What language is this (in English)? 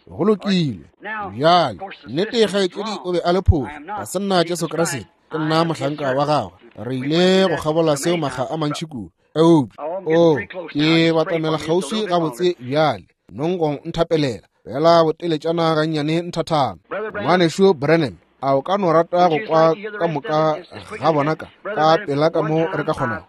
Northern Sotho